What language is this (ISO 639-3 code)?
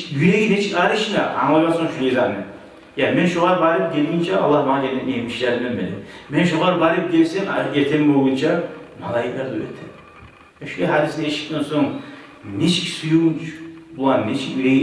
kum